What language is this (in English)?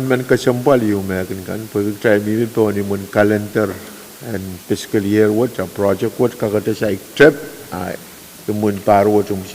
Pohnpeian